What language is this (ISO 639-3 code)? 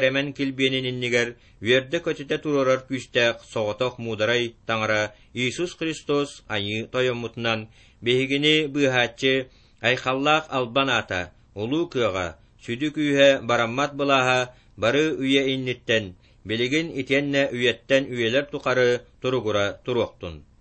sah